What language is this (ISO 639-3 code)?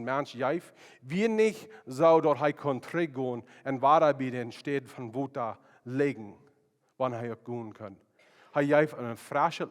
pdt